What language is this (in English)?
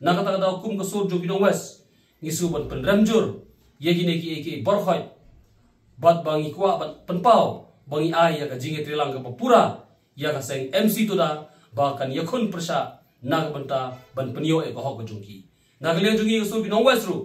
Khasi